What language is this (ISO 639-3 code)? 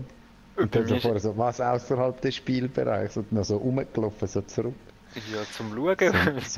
gsw